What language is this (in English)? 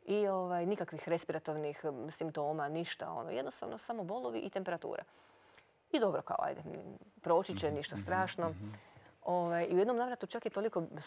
Croatian